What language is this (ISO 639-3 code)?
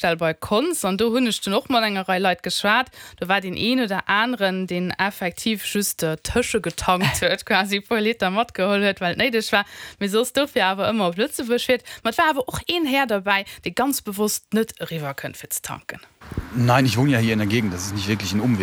ltz